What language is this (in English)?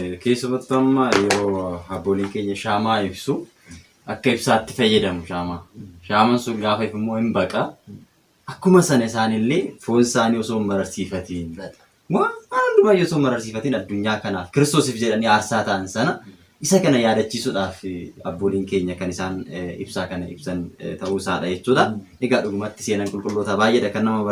Oromo